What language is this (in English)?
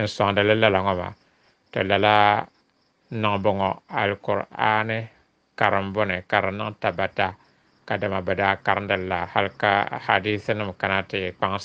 Dagbani